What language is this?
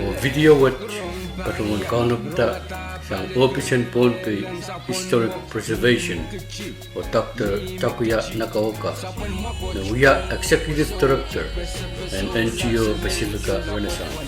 Pohnpeian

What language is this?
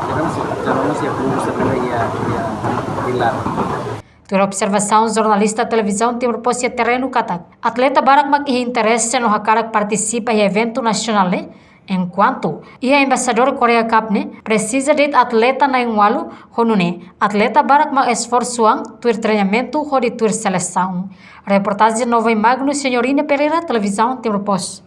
Tetum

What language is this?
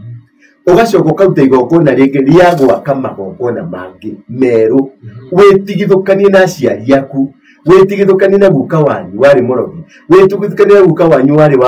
Kikuyu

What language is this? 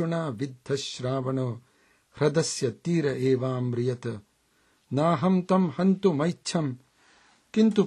Sanskrit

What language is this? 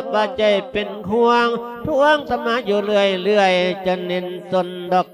Lao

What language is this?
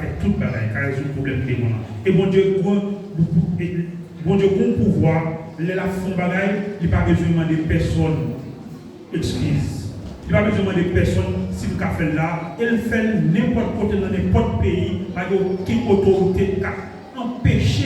Haitian Creole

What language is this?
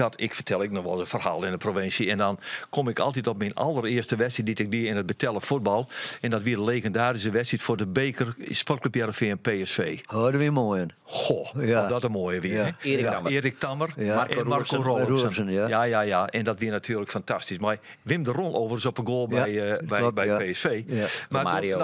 Western Frisian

